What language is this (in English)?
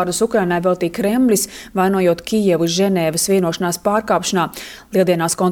Latvian